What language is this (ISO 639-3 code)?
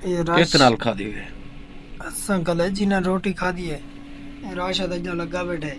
skr